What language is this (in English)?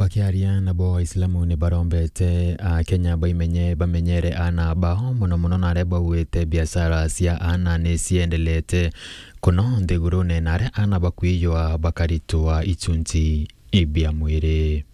Meru